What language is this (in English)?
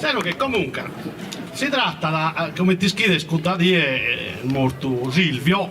Sardinian